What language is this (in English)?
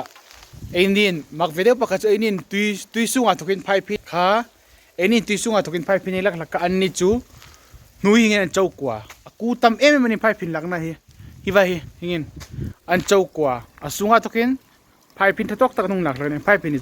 Hmar